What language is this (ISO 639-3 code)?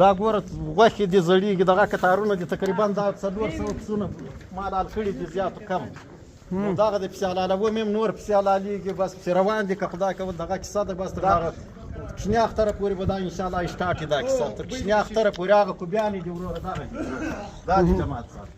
pus